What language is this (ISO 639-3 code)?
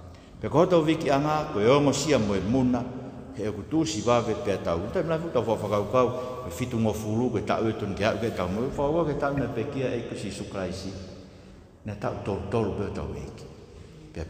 ton